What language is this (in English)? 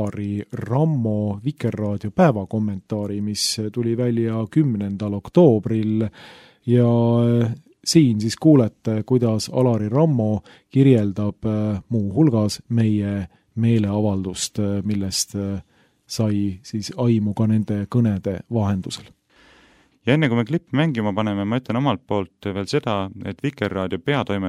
Estonian